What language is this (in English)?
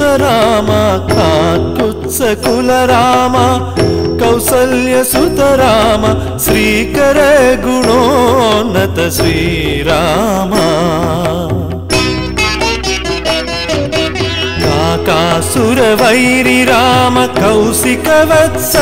Telugu